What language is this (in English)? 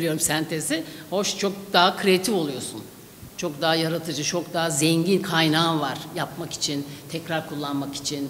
Turkish